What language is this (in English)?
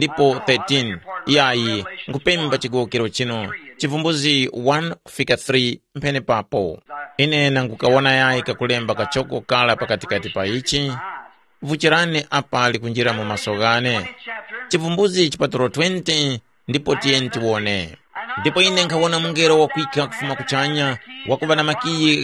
Tumbuka